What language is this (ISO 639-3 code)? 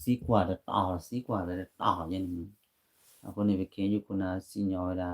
ksw